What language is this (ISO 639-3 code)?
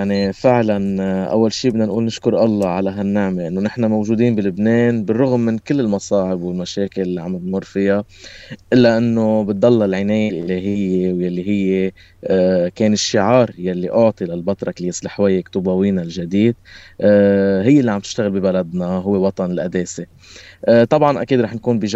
apc